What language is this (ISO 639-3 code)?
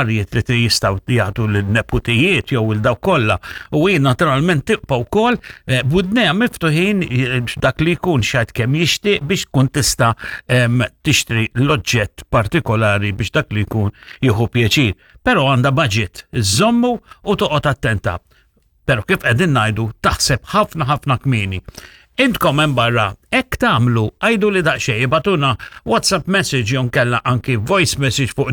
mlt